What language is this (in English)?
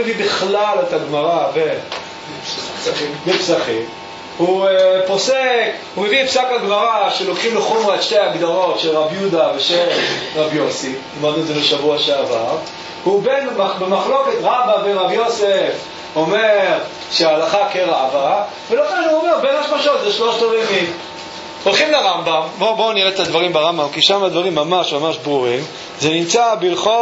Hebrew